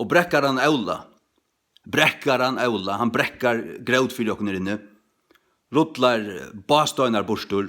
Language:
Faroese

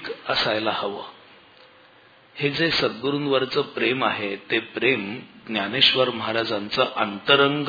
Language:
Marathi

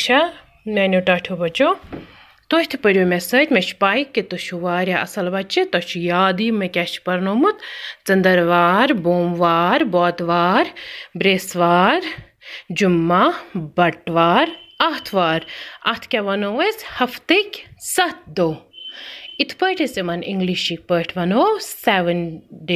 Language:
Kashmiri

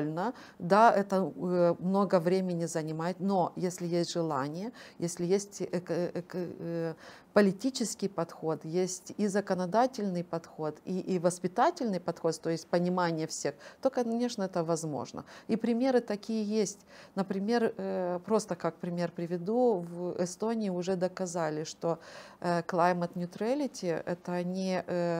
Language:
Russian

